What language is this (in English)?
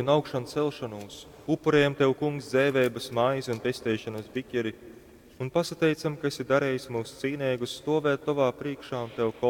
Latgalian